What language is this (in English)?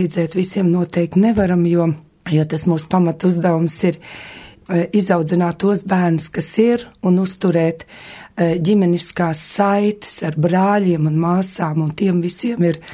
Latvian